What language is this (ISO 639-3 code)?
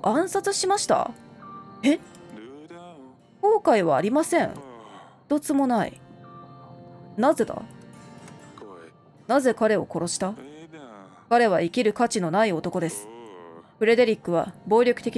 jpn